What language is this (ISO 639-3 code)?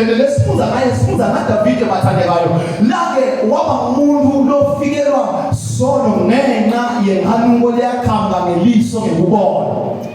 zul